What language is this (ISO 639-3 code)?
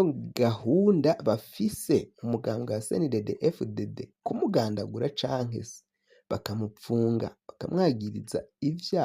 run